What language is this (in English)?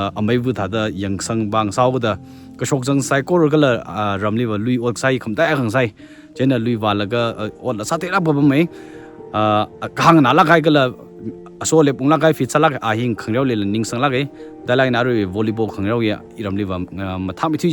Tangkhul Naga (India)